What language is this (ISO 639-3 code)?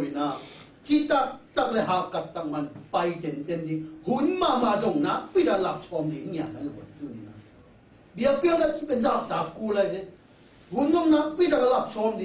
ctd